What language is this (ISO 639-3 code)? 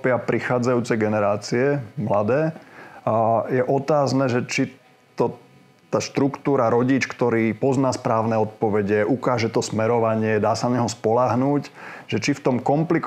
slk